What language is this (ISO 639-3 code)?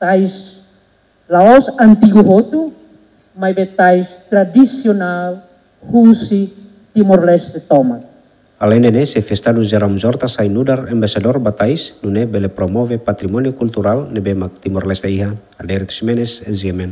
tet